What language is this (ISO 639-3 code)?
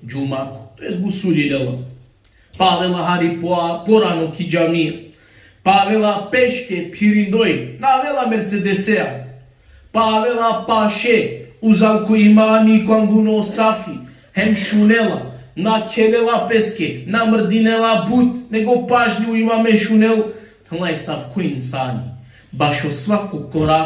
rmn